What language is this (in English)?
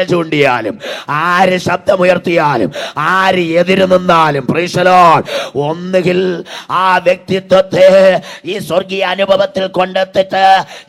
Malayalam